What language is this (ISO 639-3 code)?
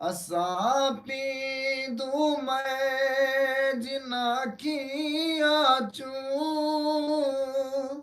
skr